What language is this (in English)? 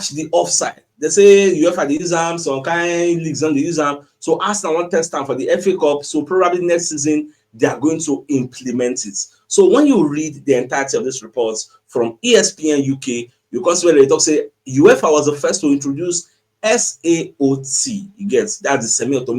Nigerian Pidgin